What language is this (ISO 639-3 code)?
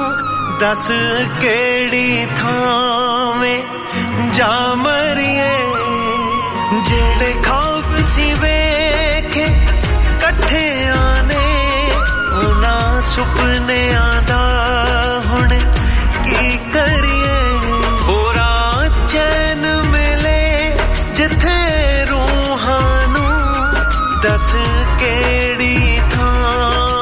pan